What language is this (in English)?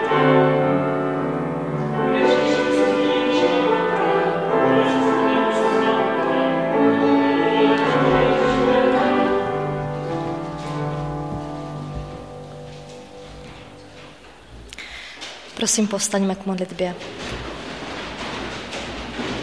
Czech